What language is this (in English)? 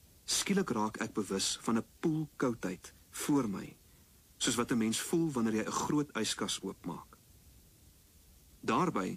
Afrikaans